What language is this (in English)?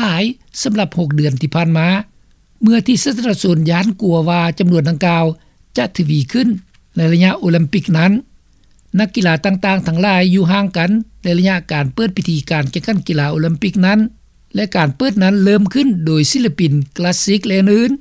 Lao